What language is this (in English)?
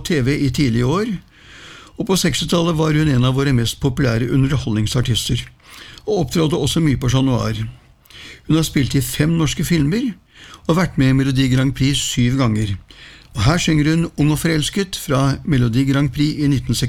Norwegian